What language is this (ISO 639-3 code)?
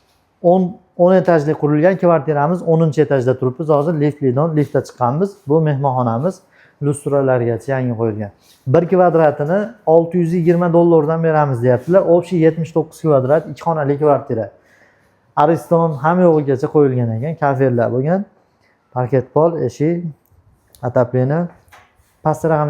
uzb